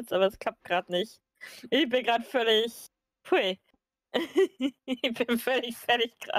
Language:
German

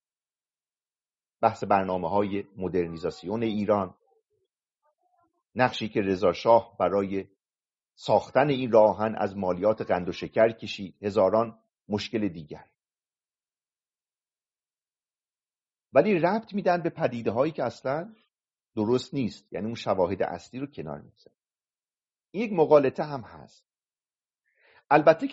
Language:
Persian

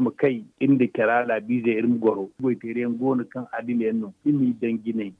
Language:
Zarma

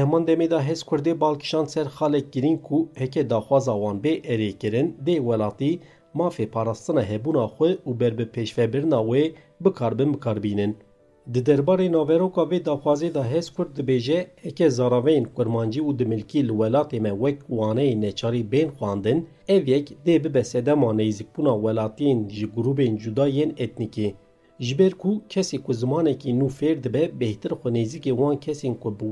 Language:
Kurdish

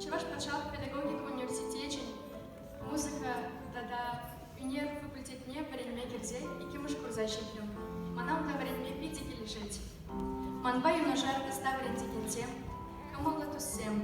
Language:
Chuvash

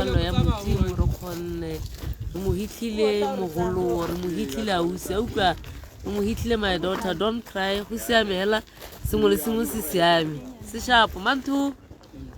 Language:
Tswana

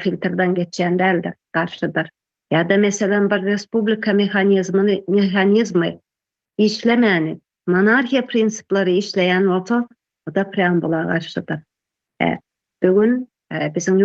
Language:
Turkmen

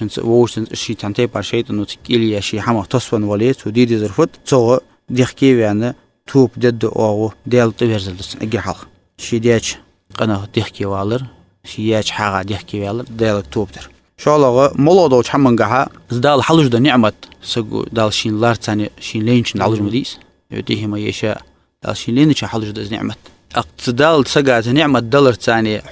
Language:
Ingush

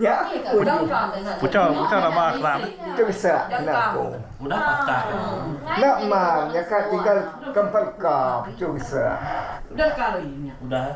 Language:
Iban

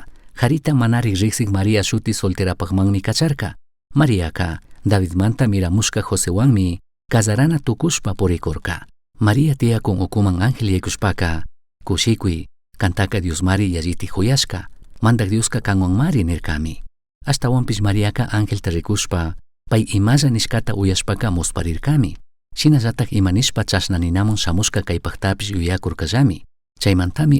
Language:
Chimborazo Highland Quichua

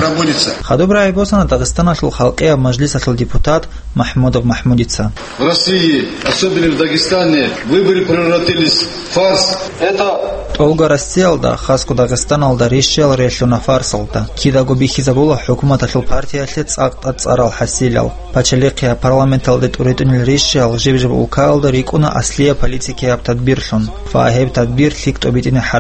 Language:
Avaric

